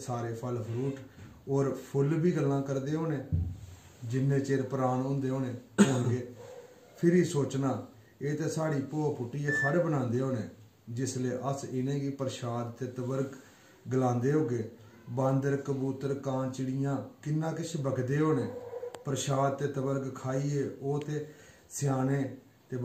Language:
Dogri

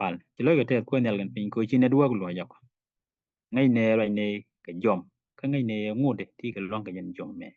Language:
Nuer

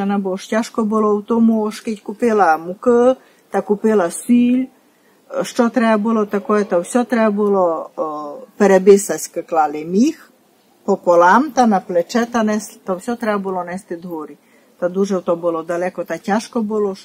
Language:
Rusyn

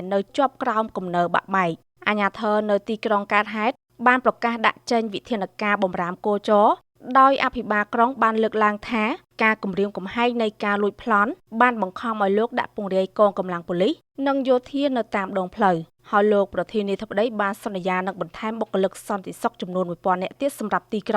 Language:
Khmer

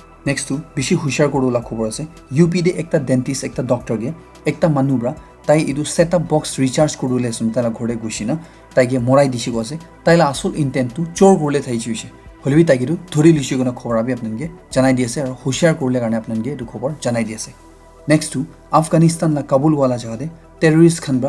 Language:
Naga Pidgin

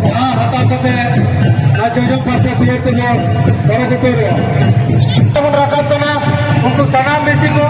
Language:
Santali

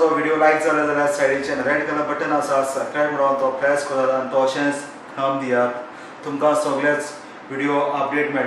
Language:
Konkani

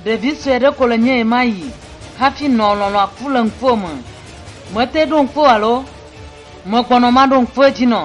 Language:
Ewe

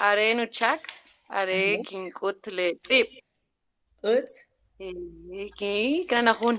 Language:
Kʼicheʼ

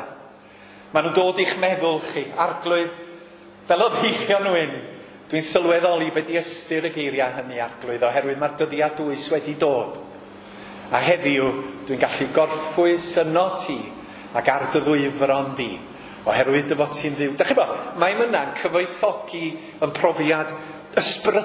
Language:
Welsh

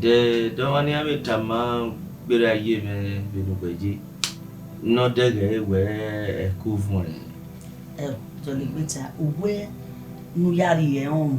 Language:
Bini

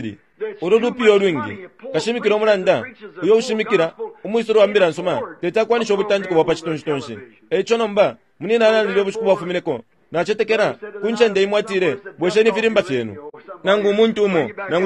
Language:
Bemba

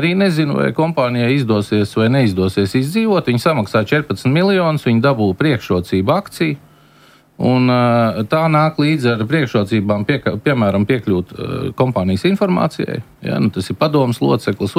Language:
Latvian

